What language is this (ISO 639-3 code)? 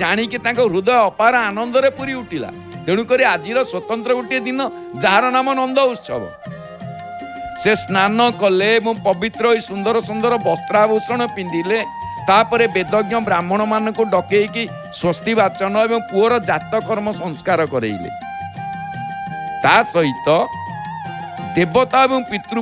ori